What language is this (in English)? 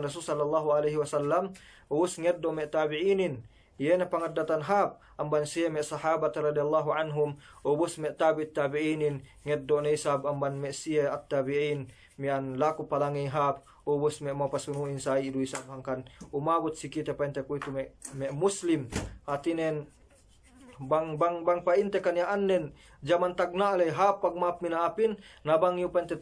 Yakan